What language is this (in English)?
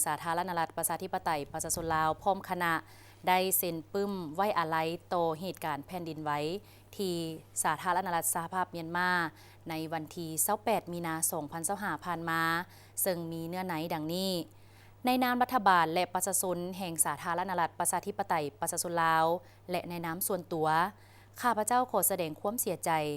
Lao